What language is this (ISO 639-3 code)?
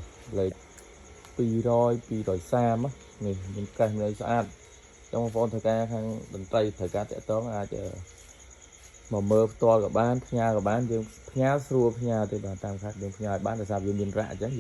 khm